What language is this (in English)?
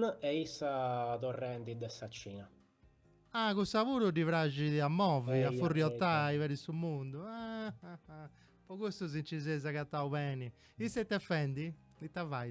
Sardinian